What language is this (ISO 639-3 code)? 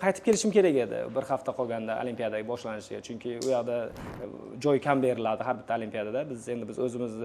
uzb